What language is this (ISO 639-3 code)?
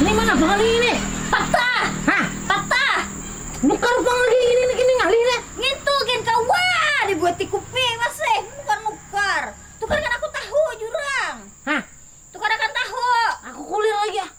bjn